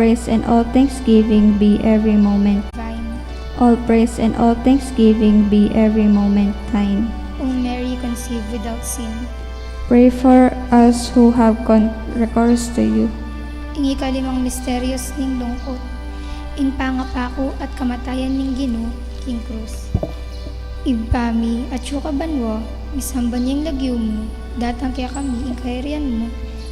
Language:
Pampanga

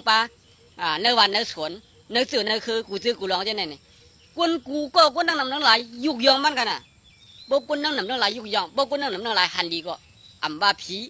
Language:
Shan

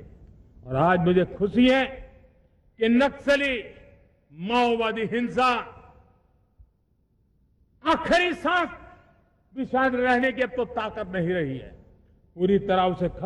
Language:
Hindi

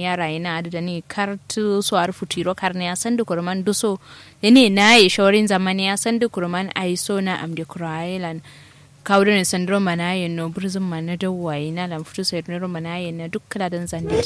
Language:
Kanuri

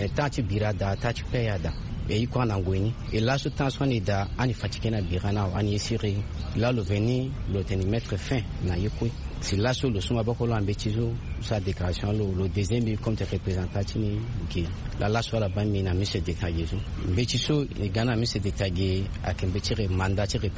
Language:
Sango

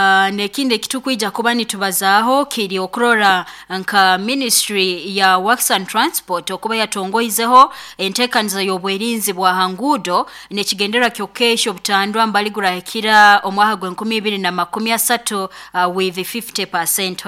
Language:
Nyoro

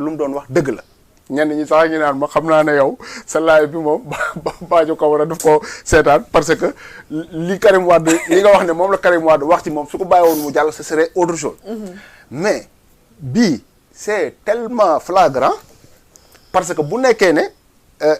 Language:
Wolof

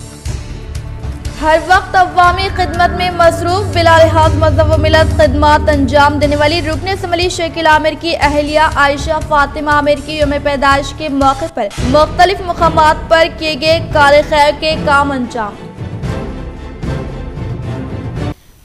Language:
Urdu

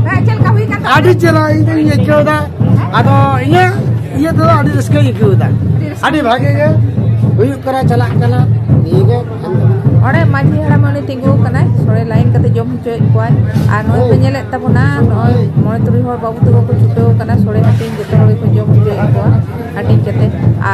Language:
Santali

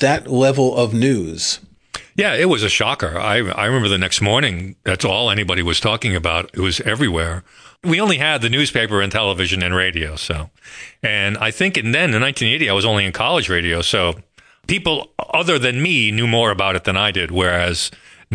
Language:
English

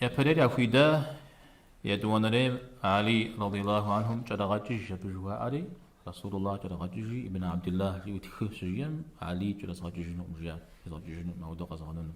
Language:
Kabardian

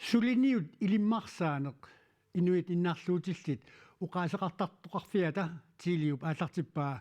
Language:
Kalaallisut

